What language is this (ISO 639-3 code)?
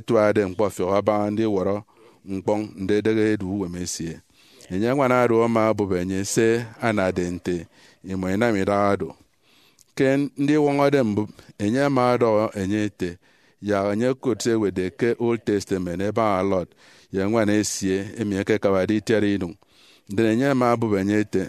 efi